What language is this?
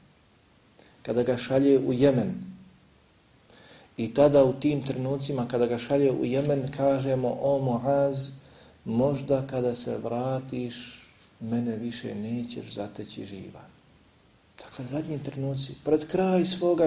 Bosnian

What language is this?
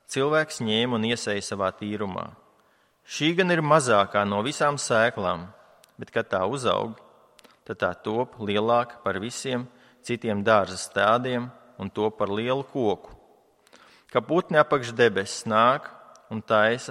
Latvian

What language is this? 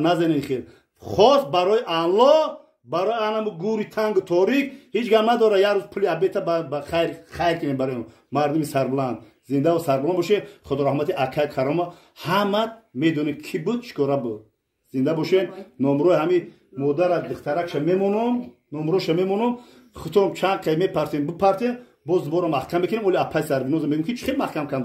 Tajik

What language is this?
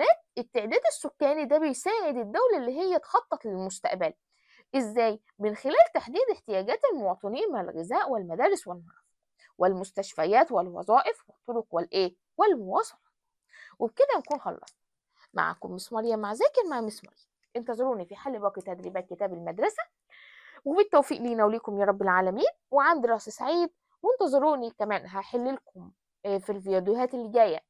Egyptian Arabic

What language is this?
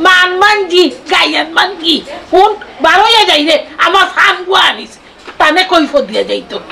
Sylheti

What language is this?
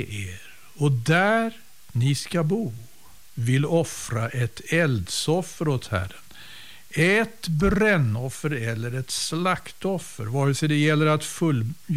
Swedish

